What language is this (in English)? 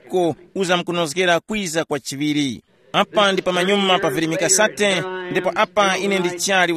Tumbuka